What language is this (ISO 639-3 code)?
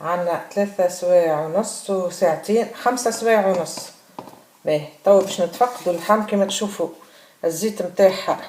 aeb